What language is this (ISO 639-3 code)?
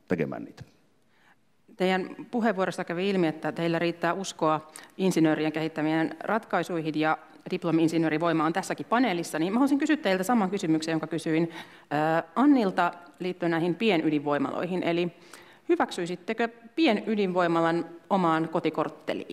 fin